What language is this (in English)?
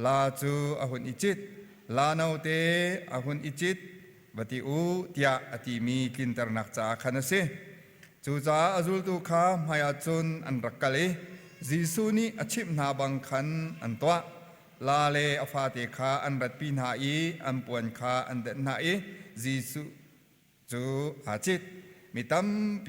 Hakha Chin